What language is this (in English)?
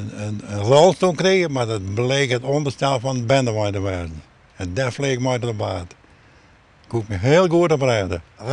Western Frisian